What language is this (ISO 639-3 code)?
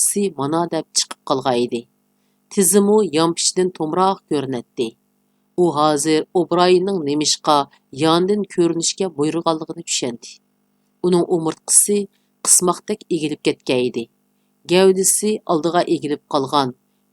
uig